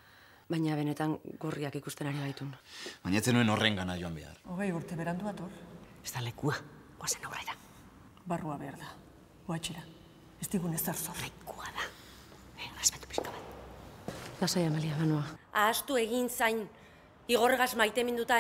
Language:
Basque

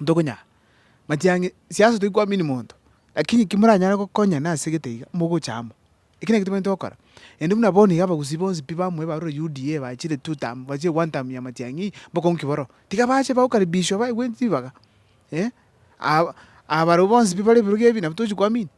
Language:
Gusii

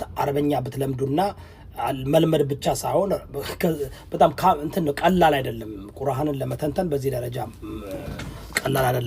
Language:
Amharic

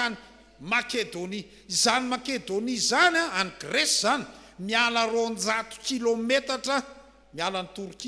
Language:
Malagasy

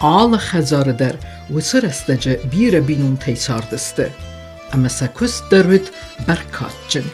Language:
Ossetic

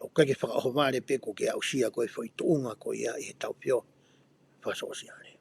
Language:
Tongan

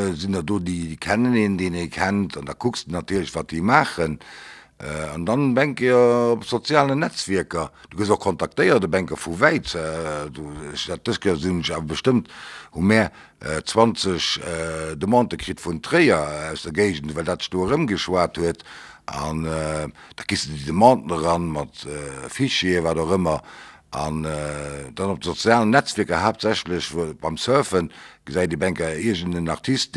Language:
Luxembourgish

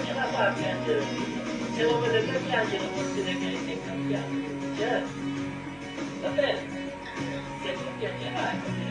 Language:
Italian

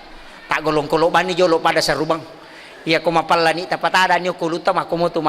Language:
Buginese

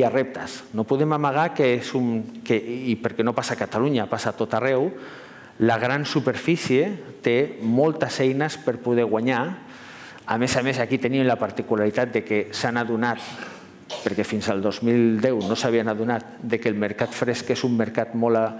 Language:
Catalan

